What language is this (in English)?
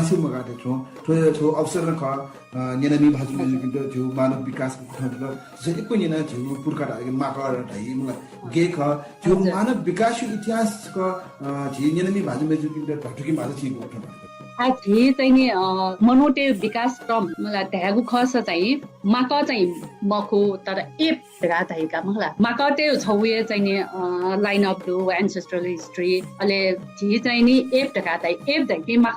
Newari